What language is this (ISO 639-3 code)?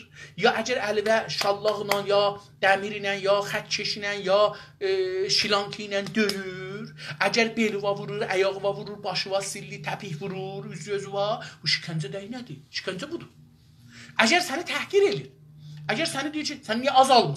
azb